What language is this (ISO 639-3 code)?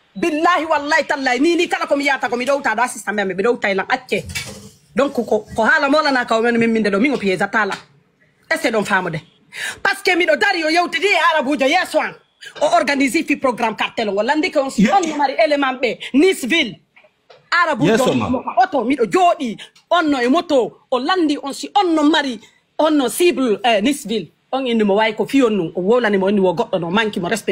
fuf